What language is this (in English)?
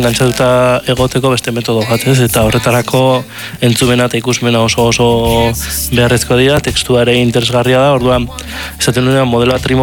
Basque